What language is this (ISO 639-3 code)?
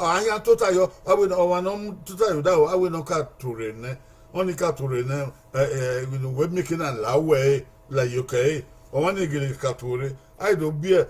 bin